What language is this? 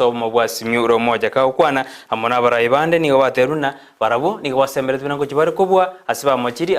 Gusii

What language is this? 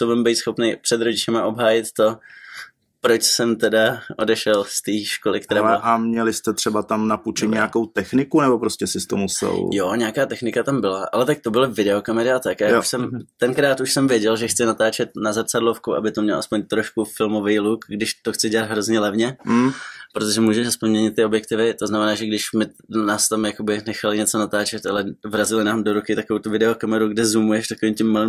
Czech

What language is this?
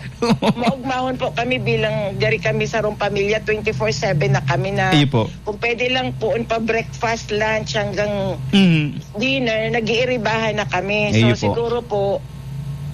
Bikol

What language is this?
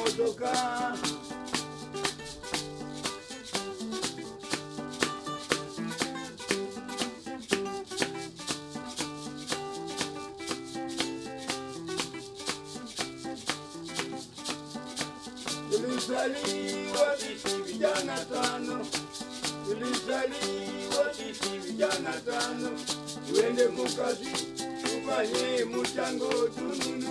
Swahili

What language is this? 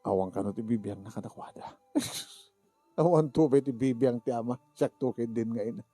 Iloko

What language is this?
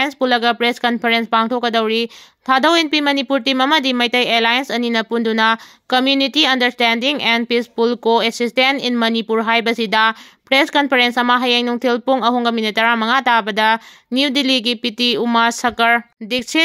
Manipuri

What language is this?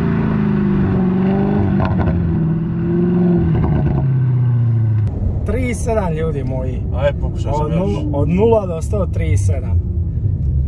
Croatian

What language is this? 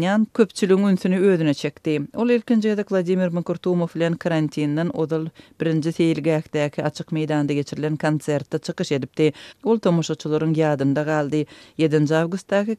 Turkmen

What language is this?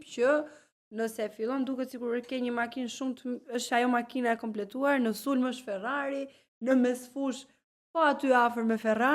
Albanian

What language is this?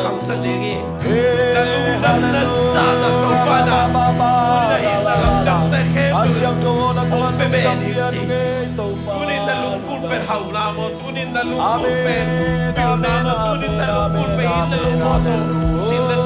Tedim Chin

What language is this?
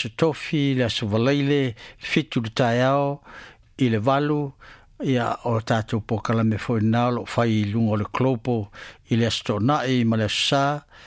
Samoan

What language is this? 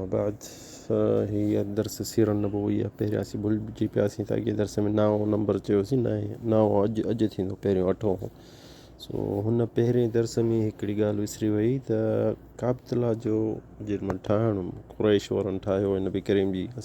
Sindhi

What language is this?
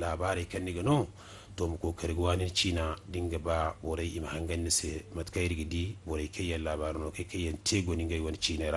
Zarma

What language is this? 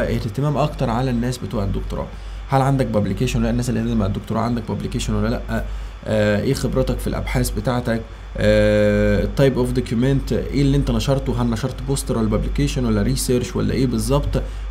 Egyptian Arabic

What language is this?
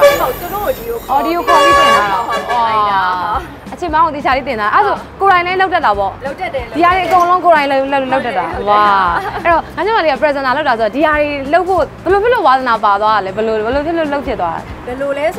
Burmese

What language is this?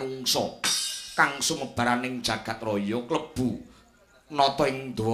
Javanese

